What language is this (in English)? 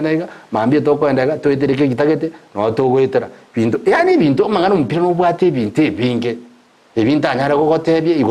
Gusii